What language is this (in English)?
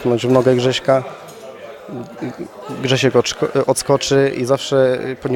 Polish